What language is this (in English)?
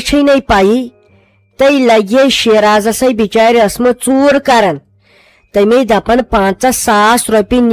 Kashmiri